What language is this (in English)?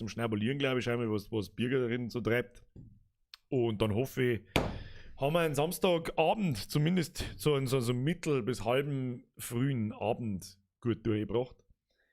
Bavarian